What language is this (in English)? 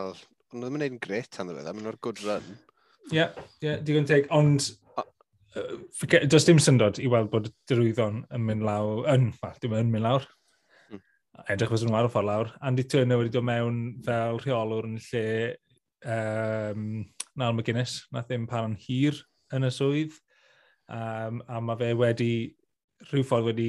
Welsh